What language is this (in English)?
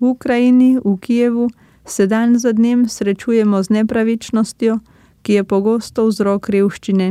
Slovenian